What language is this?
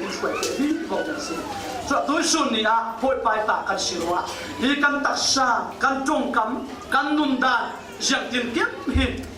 Falam Chin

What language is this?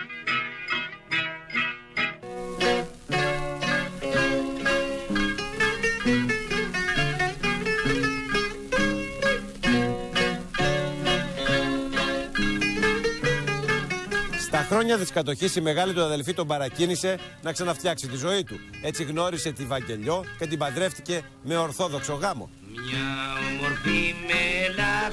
Greek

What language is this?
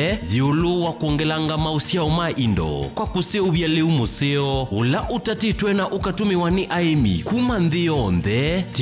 Kamba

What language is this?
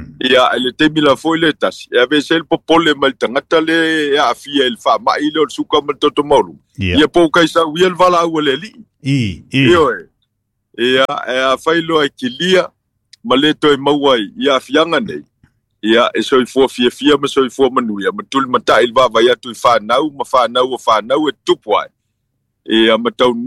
Samoan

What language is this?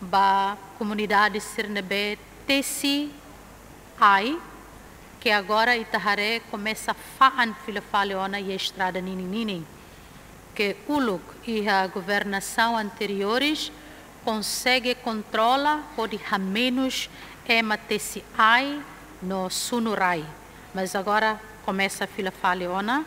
Tetum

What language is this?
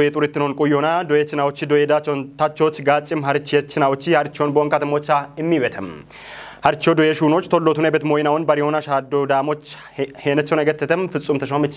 Kafa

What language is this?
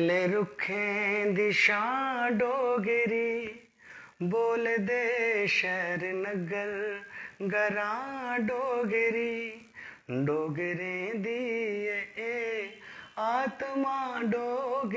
Dogri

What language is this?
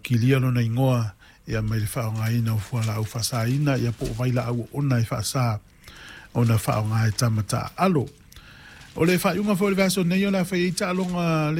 Samoan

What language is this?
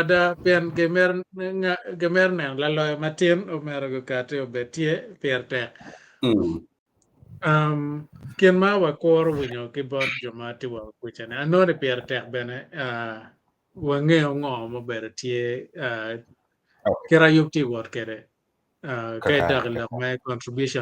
Acoli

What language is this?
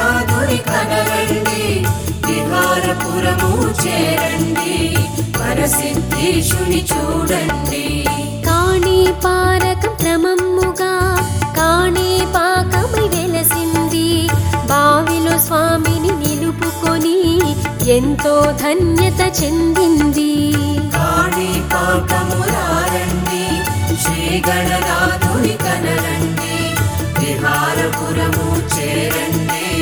Telugu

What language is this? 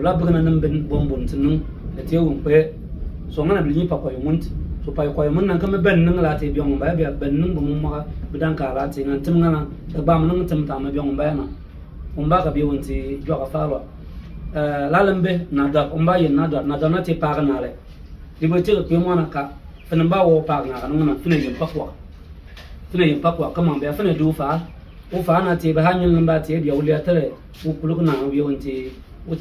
Bimoba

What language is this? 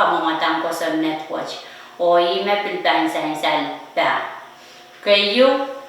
Pohnpeian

